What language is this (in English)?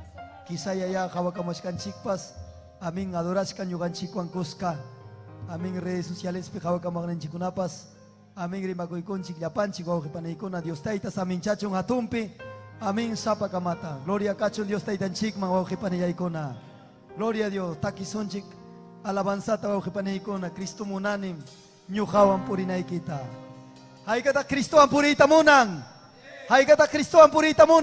Ayacucho Quechua